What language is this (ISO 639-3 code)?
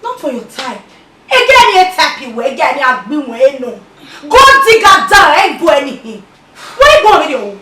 bin